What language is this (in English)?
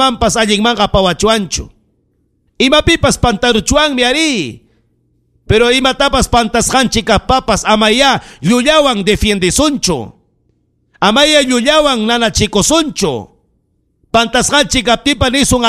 Ayacucho Quechua